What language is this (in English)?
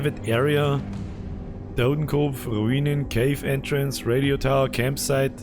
Bavarian